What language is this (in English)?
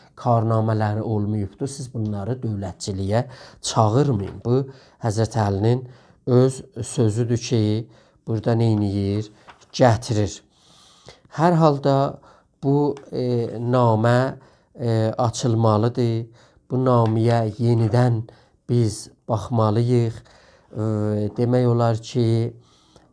South Azerbaijani